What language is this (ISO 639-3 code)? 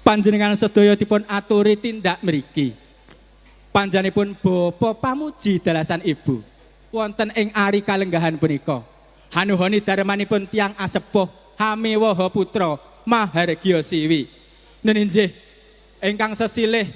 jav